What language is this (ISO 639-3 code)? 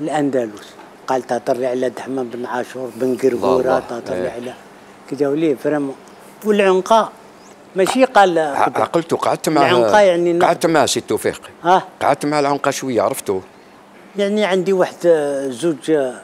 arq